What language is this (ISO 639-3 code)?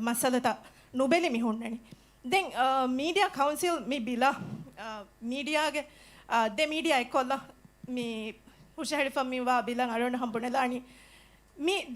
div